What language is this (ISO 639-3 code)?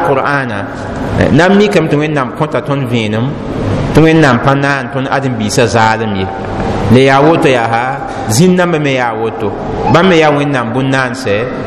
mos